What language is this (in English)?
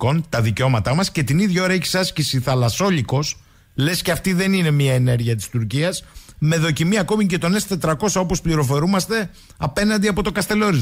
Greek